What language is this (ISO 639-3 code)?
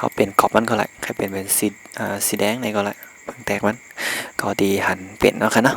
shn